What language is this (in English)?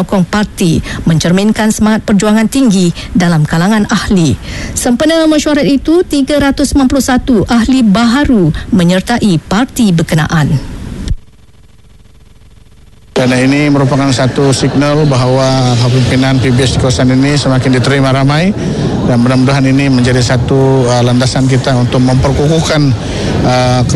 Malay